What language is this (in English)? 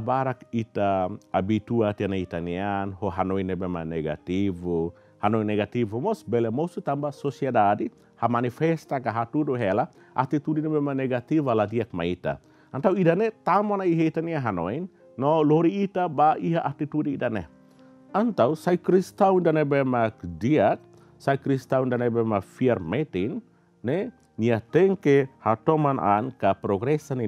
Tetum